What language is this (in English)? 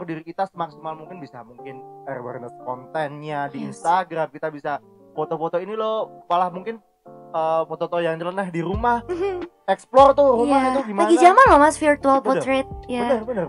Indonesian